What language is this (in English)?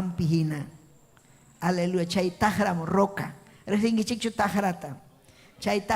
Ayacucho Quechua